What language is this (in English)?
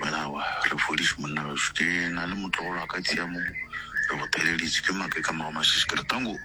Northern Sotho